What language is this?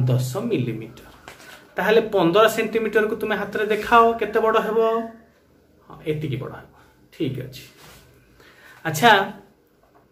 Odia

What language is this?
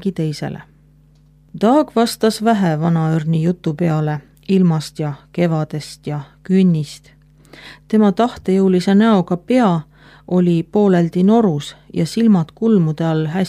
Estonian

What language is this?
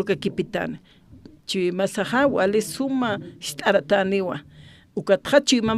Aymara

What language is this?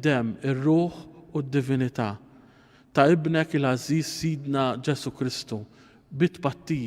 Maltese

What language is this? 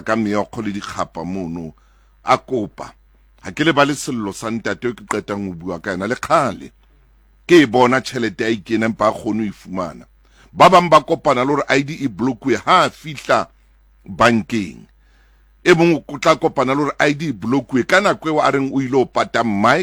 Southern Sotho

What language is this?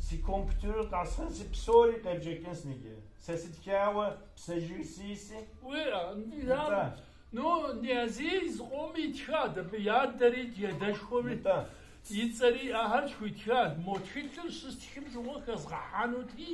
Kabardian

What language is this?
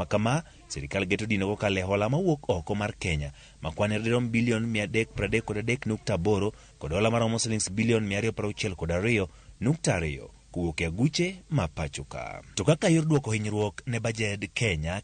Luo (Kenya and Tanzania)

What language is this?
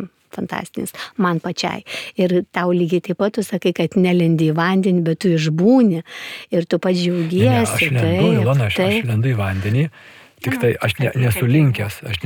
Lithuanian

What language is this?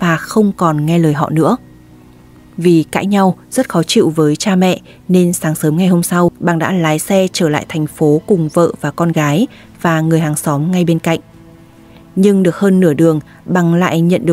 Vietnamese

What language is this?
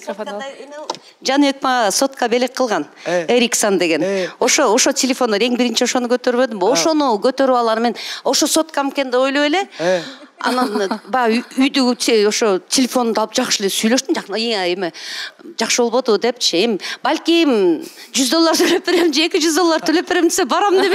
Kyrgyz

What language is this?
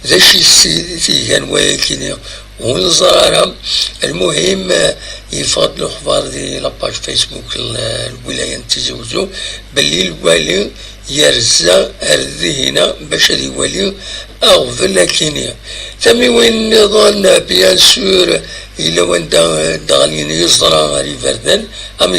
Kabyle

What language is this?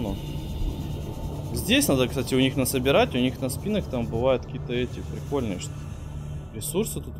Russian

